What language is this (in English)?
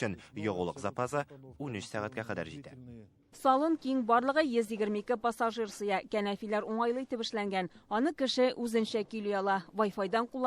Tatar